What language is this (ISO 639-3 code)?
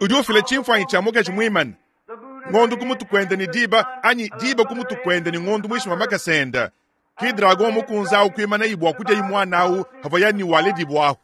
lua